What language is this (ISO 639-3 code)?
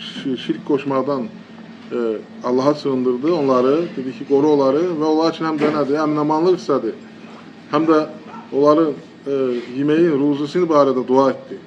aze